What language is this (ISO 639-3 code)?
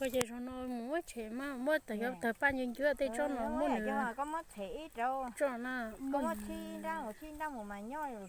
hmn